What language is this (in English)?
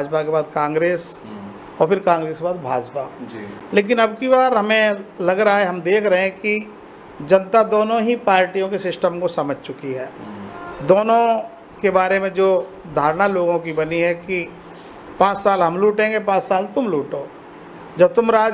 Hindi